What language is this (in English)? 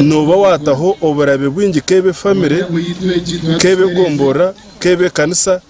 Nyankole